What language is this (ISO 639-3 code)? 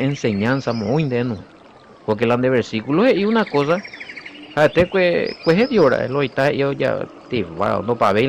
grn